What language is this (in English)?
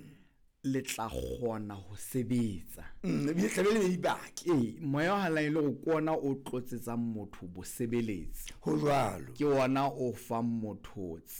Southern Sotho